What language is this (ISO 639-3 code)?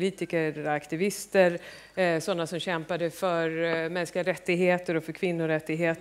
swe